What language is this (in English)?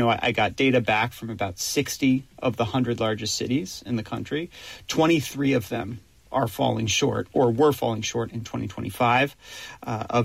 English